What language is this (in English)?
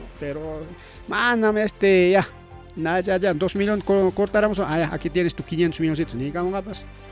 Ayacucho Quechua